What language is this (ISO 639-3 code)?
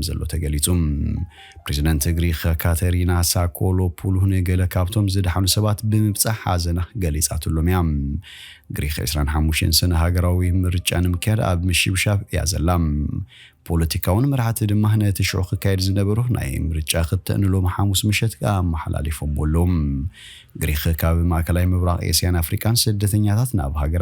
tir